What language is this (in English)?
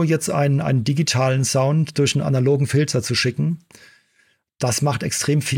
German